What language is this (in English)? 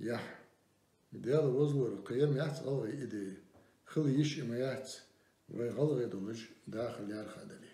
Ingush